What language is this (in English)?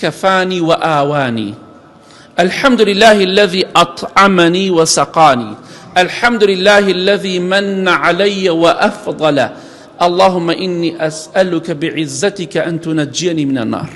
Central Kurdish